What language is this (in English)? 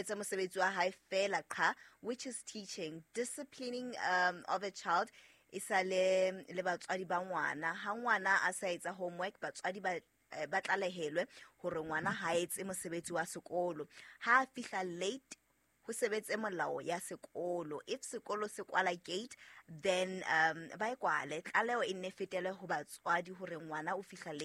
Southern Sotho